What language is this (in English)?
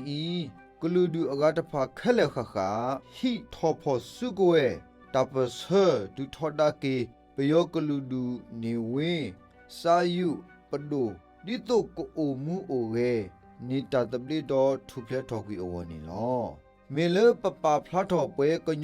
S'gaw Karen